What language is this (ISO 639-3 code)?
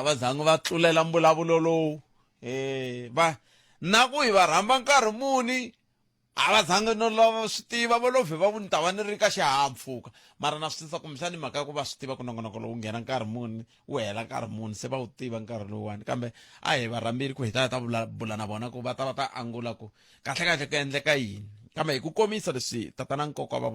tso